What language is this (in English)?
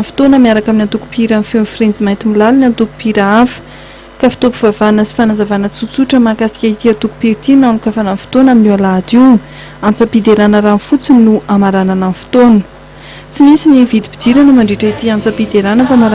Malagasy